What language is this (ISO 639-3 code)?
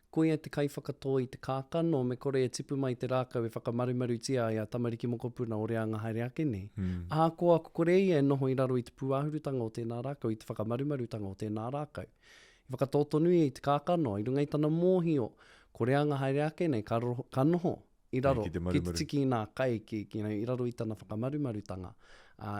mri